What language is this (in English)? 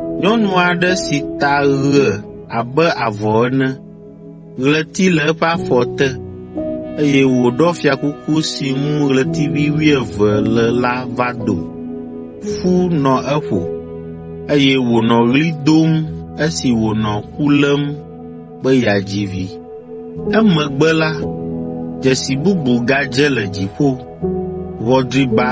Ewe